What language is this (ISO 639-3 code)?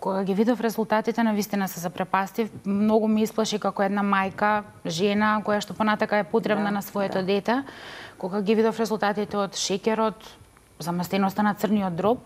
mkd